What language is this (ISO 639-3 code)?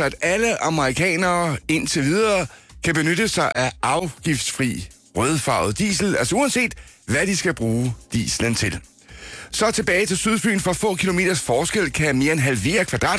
dan